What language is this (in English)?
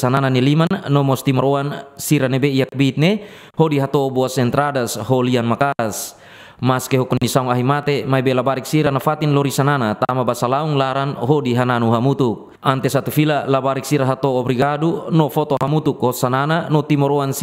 Tetum